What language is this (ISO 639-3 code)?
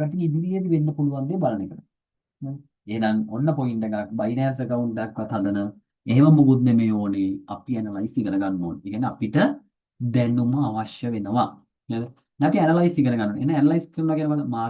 sin